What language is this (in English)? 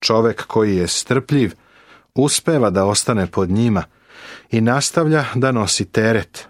Serbian